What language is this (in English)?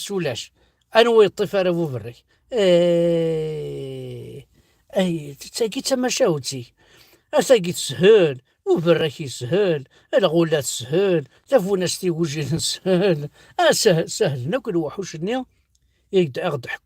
Kabyle